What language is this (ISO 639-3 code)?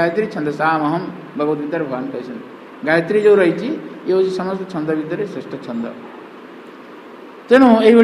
ori